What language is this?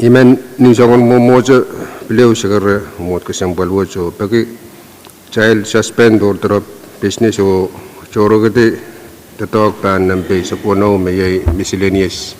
Pohnpeian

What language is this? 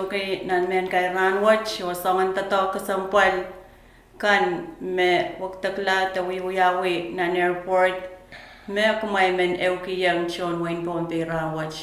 Pohnpeian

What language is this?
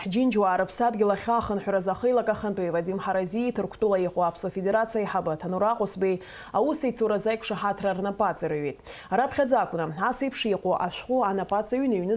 Abkhazian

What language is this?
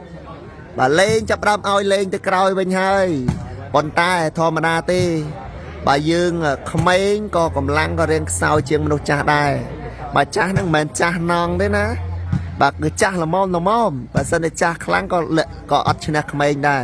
Khmer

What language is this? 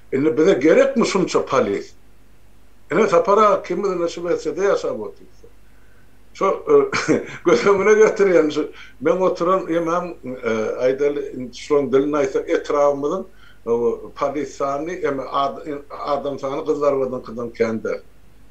Turkmen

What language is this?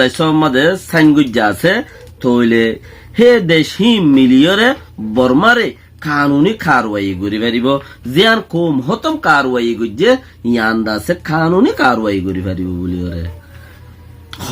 Rohingya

